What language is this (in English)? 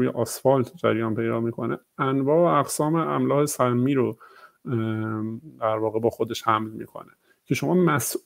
Persian